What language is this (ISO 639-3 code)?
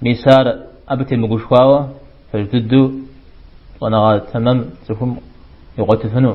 kbd